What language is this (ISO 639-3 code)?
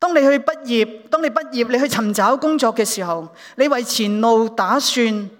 yue